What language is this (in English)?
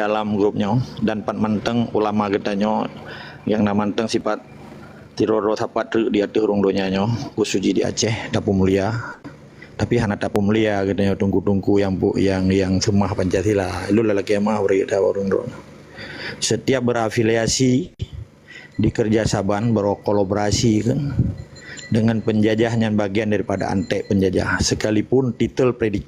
Achinese